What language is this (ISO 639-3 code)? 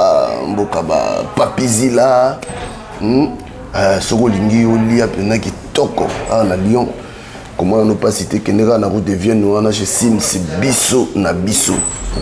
lin